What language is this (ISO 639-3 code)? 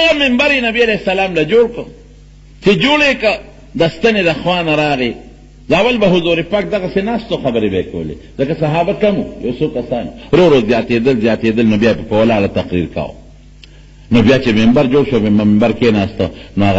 pus